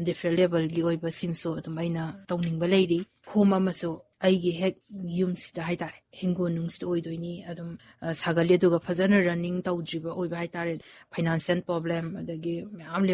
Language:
Manipuri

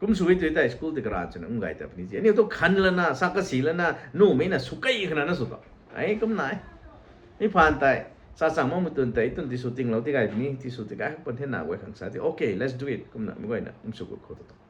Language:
Rongmei Naga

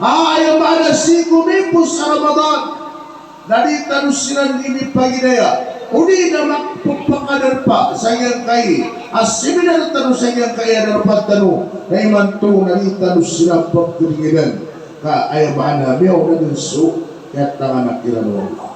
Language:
Maranao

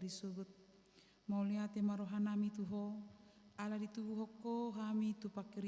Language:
Batak Toba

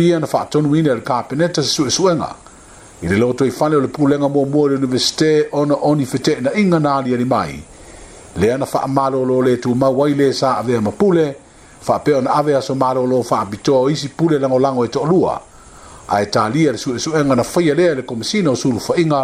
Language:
Samoan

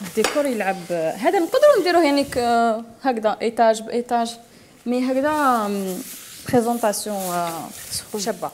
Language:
Algerian Arabic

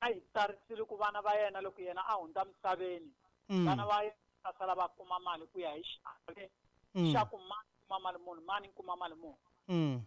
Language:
Tsonga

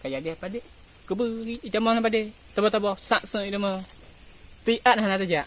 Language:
Achinese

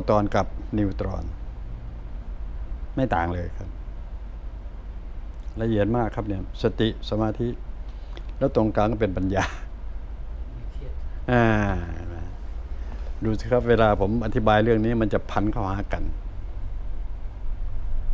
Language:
Thai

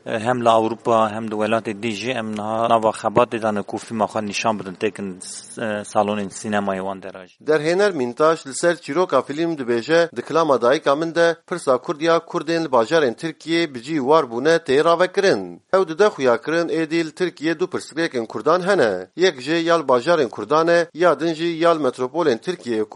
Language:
Kurdish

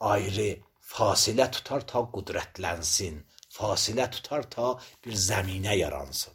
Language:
Azerbaijani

